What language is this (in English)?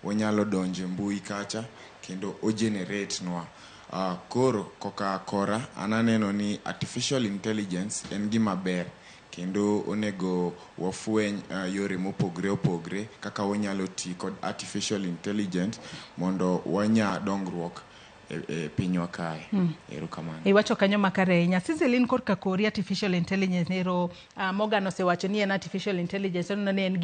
Luo (Kenya and Tanzania)